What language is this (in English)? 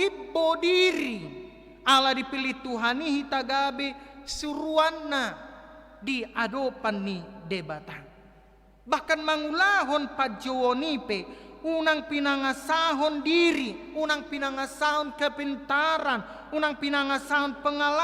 Batak Toba